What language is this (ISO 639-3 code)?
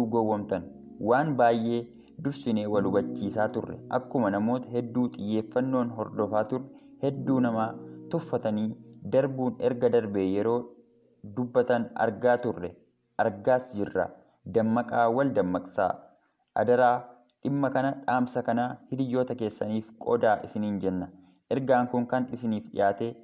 orm